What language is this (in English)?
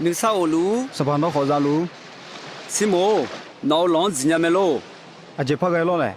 Akha